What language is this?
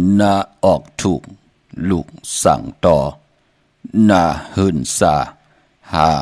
Shan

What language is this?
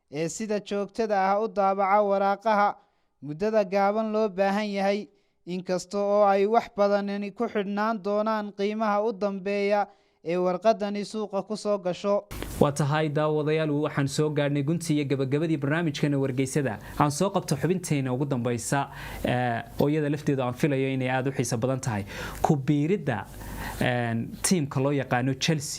Somali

